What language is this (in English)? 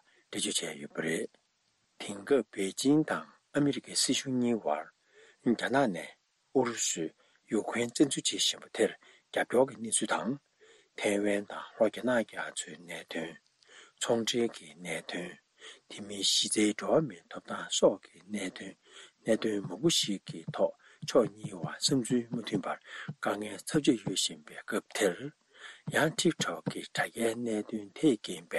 Tibetan